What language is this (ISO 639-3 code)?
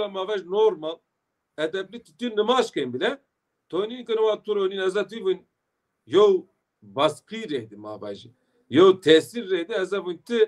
zza